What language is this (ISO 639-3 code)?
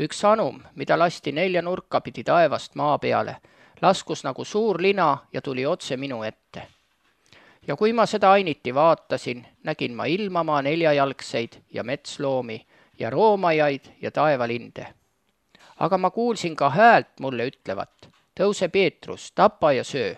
est